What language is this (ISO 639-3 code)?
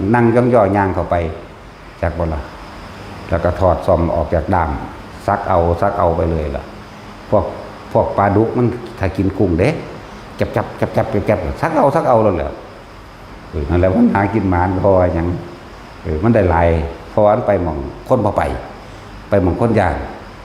tts